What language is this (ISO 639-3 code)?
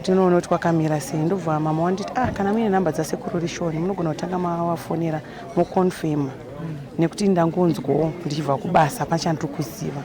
sna